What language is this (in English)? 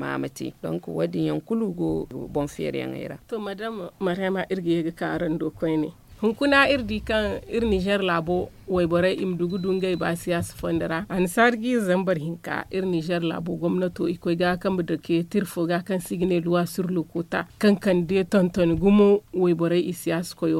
Zarma